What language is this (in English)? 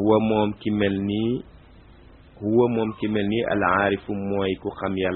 Wolof